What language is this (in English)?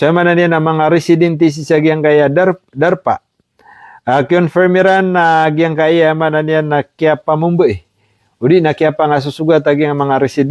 Maranao